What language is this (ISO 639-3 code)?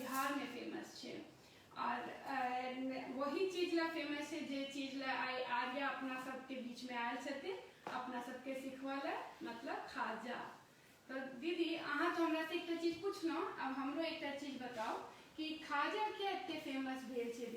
mai